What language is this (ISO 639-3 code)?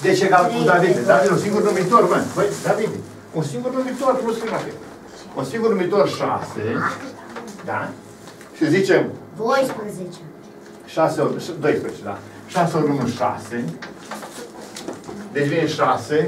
ron